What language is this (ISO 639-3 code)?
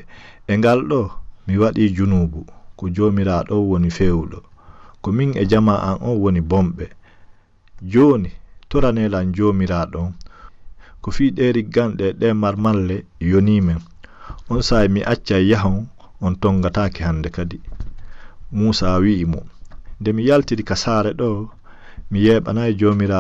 ful